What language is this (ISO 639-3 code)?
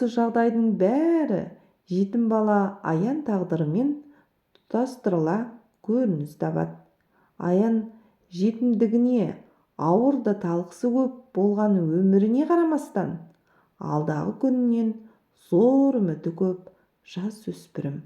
kaz